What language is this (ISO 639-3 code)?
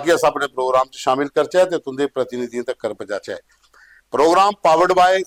doi